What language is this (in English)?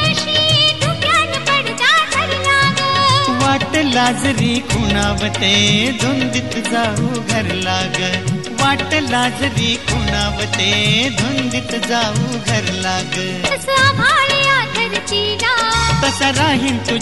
Marathi